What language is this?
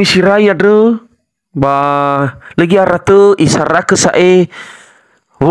Nias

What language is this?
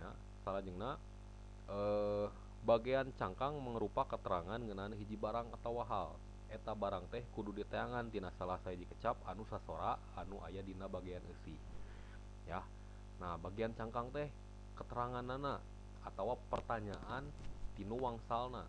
Sundanese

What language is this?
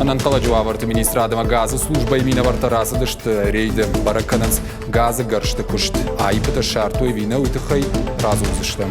Ossetic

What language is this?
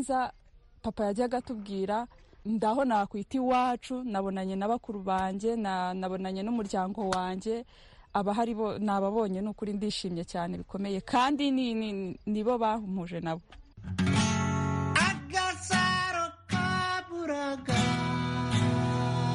Kinyarwanda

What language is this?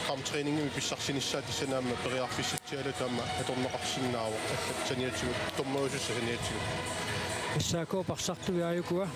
Kalaallisut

